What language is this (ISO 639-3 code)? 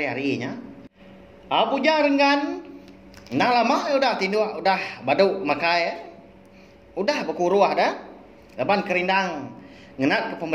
iba